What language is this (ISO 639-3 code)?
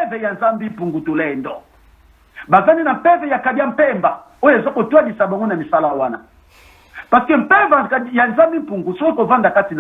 lin